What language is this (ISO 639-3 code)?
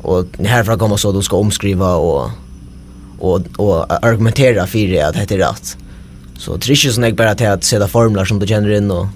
fao